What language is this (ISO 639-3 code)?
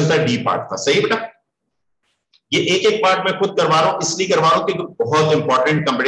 hin